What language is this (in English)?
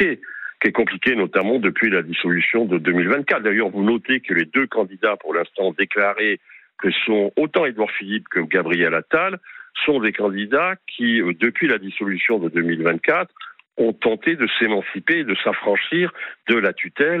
French